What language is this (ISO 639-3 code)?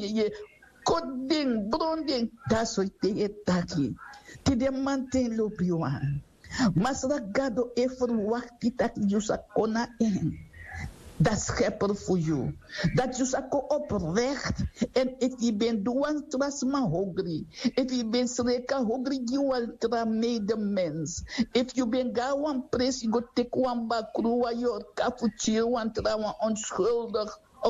srn